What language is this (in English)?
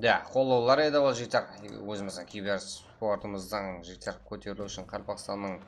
Kara-Kalpak